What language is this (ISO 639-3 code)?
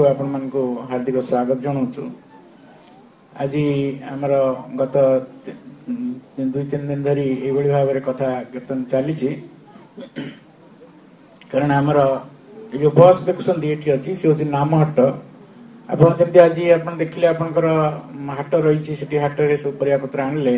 ori